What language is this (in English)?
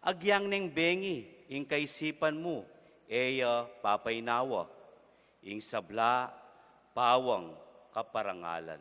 Pampanga